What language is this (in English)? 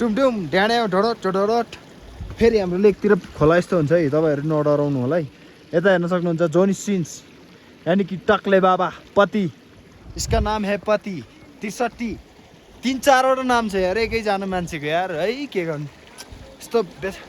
Nepali